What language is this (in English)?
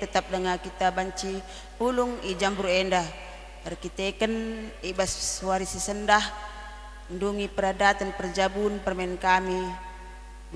Batak Karo